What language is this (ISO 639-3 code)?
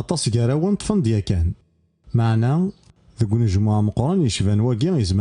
kab